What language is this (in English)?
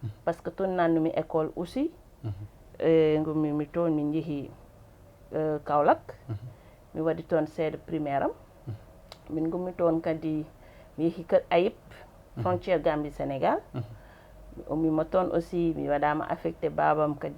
Fula